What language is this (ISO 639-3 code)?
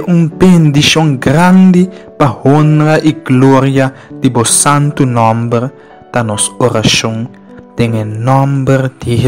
pap